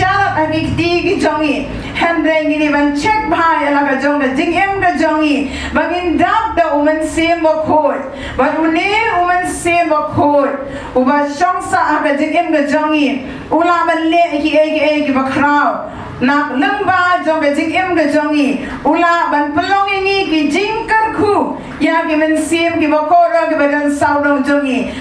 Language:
Khasi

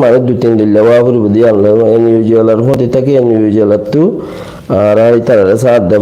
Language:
Rohingya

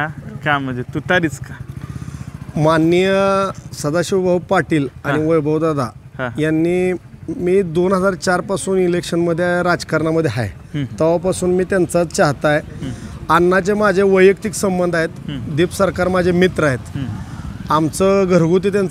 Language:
Marathi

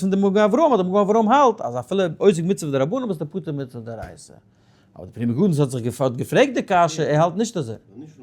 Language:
Yiddish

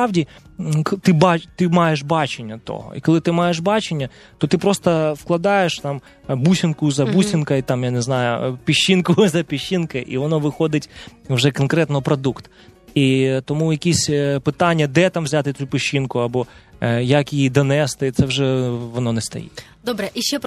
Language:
Ukrainian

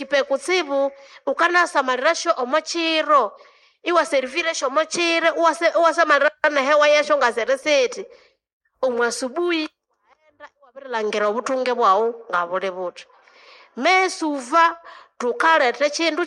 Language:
Nande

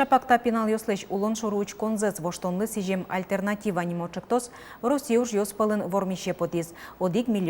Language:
Udmurt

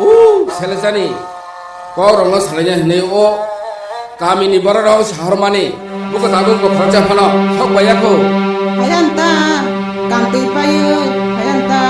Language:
Kok Borok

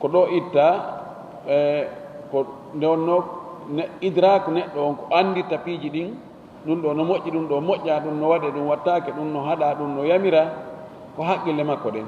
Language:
Fula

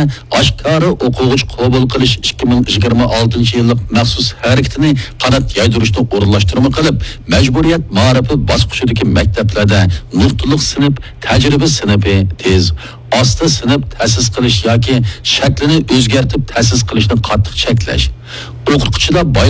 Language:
Uyghur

